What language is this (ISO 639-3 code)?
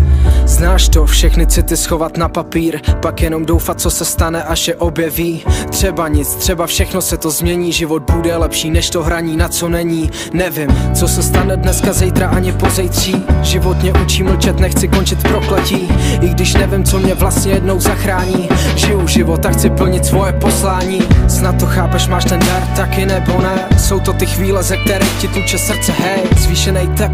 ces